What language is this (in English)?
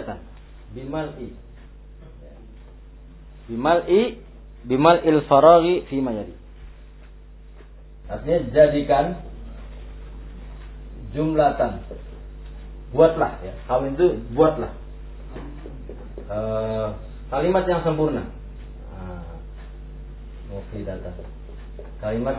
Indonesian